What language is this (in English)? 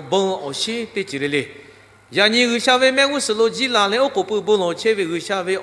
Lahu